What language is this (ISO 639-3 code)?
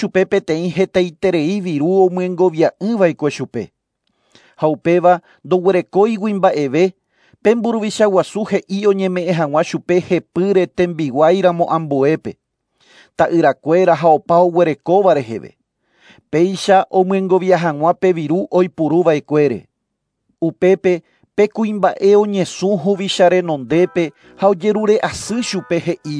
grn